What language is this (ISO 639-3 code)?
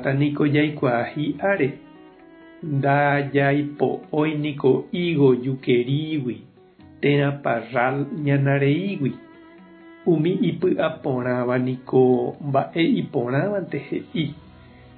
grn